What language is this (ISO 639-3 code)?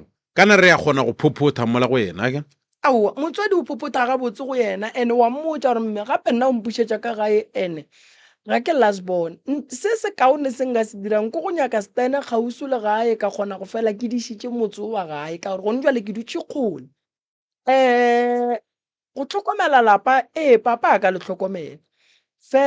nso